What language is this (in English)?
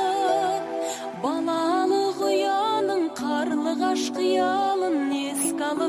Kazakh